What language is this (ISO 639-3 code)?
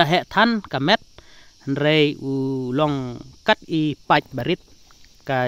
kha